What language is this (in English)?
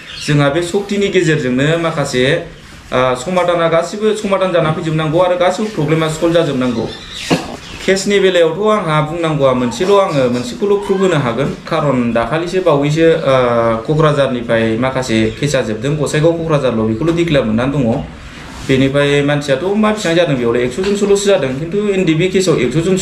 Bodo